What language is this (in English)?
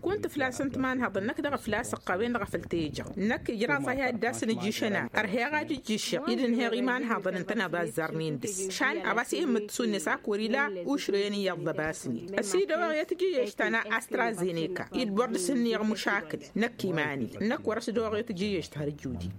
Tamasheq